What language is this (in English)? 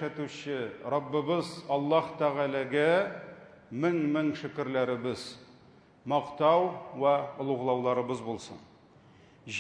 Tatar